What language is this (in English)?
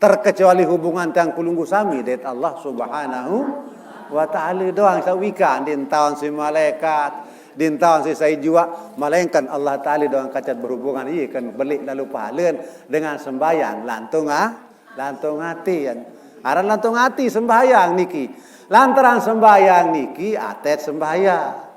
Sasak